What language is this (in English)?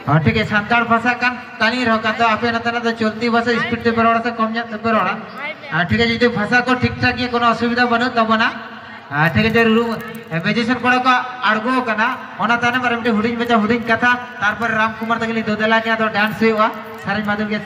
Santali